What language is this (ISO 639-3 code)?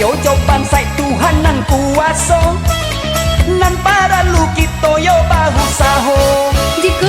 min